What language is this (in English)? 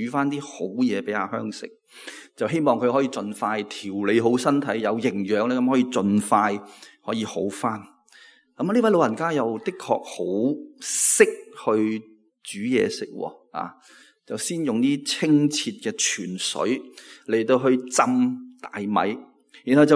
Cantonese